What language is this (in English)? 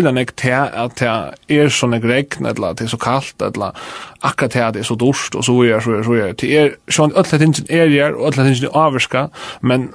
Faroese